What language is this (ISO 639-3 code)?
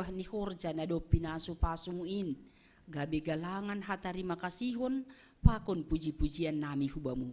bts